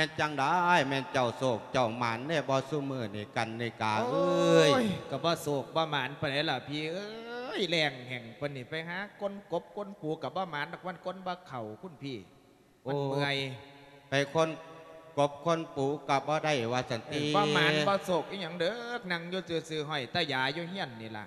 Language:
Lao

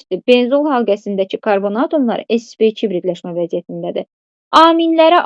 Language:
Azerbaijani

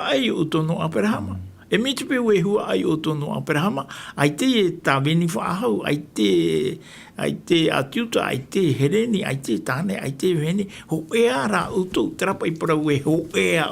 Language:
Tahitian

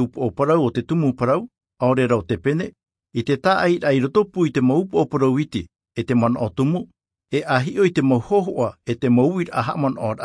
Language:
Tahitian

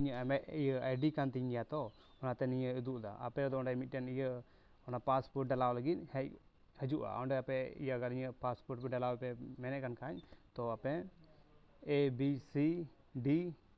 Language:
Santali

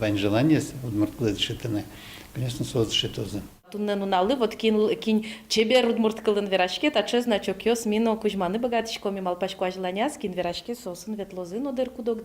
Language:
Udmurt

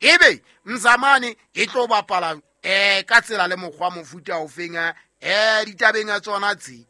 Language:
Southern Sotho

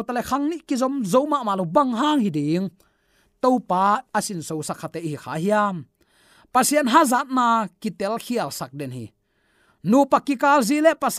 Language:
Tedim Chin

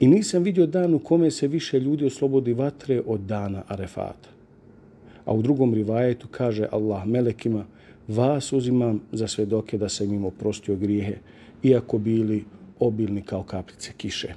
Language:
Bosnian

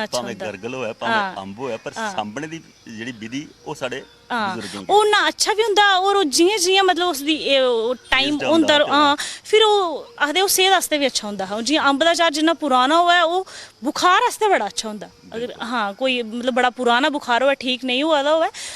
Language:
Dogri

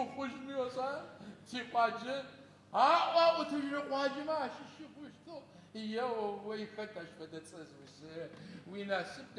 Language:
Adyghe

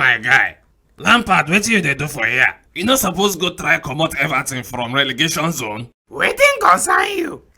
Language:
Nigerian Pidgin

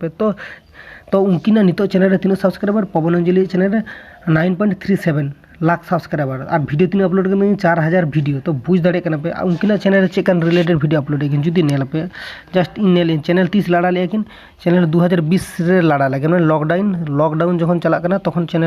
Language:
Santali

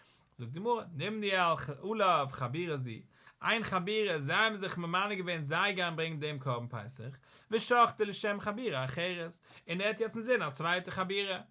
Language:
Yiddish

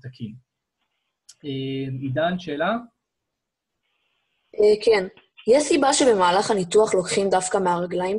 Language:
Hebrew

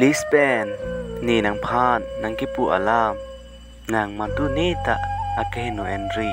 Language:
Karbi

